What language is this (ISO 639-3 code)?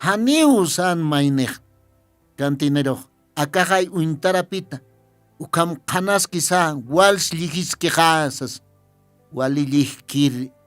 aym